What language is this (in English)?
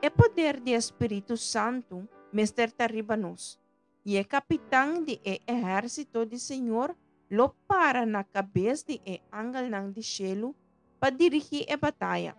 Papiamento